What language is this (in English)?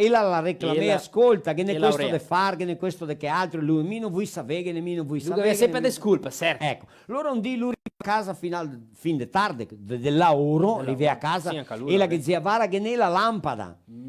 Venetian